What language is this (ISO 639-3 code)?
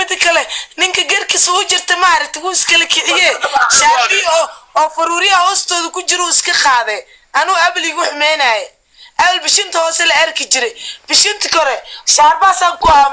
som